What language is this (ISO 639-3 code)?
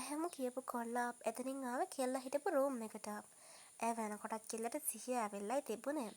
sin